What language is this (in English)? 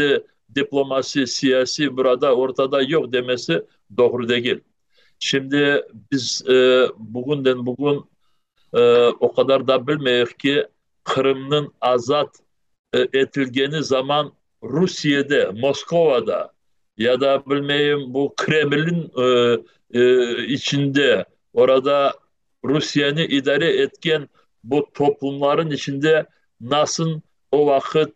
Crimean Tatar